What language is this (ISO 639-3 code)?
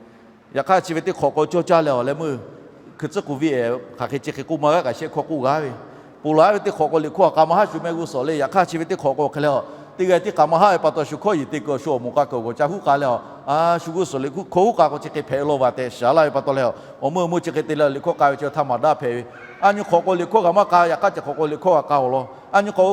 lhu